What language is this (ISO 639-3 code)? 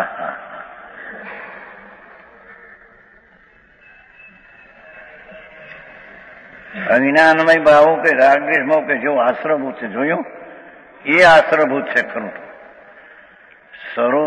guj